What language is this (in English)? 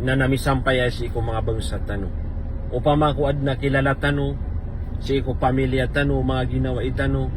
Maranao